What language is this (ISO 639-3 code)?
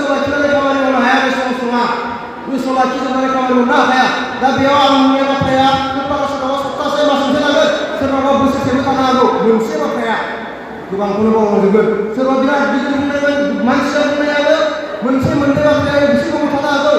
brx